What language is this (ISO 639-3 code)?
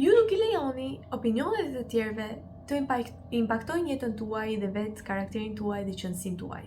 sqi